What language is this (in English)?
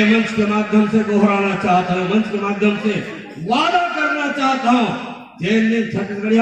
Chhattisgarhi